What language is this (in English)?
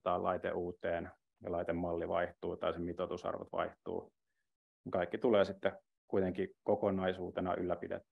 Finnish